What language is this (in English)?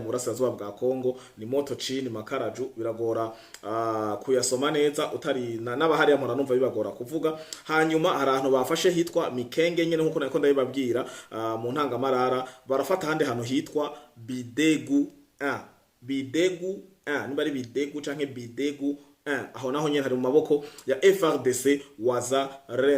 Rundi